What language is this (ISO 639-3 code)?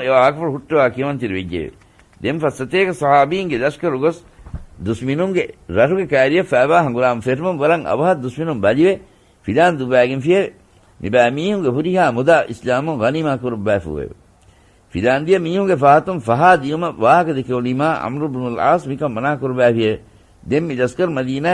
div